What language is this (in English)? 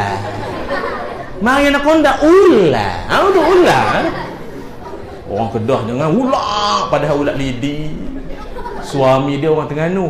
Malay